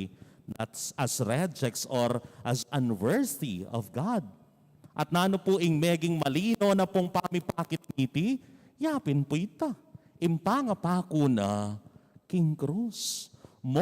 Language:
Pampanga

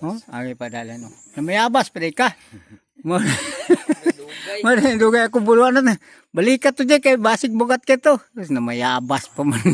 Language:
Cebuano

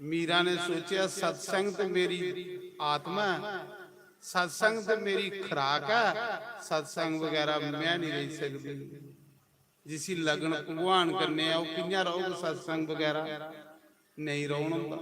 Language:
Dogri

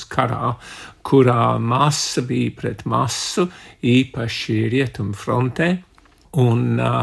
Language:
Latvian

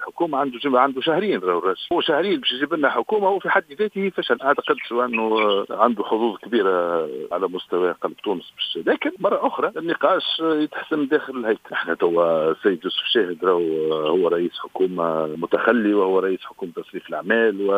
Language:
Tunisian Arabic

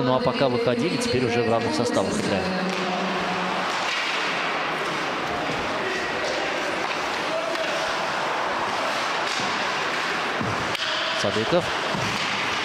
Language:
Russian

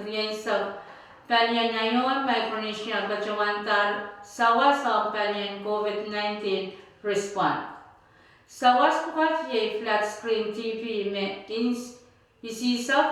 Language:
Pohnpeian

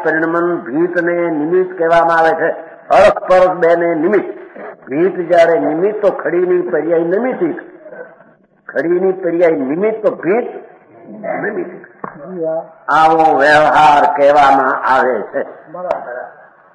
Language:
Gujarati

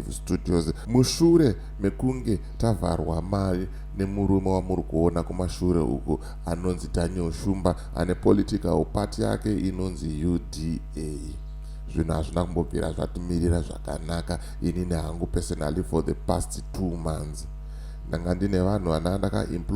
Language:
Shona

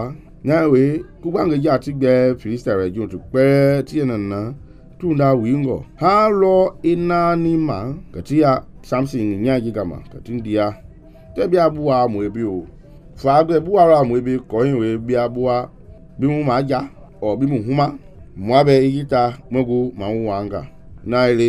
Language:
Mende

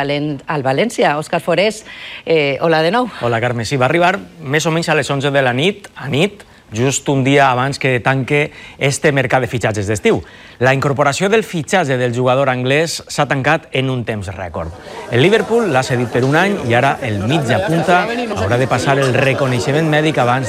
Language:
Catalan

